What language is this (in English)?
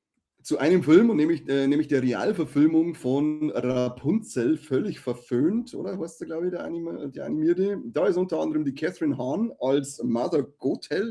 Bavarian